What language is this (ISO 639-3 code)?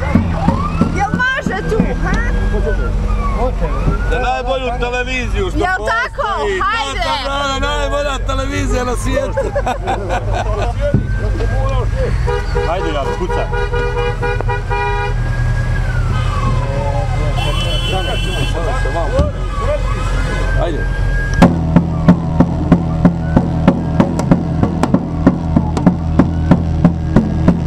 bos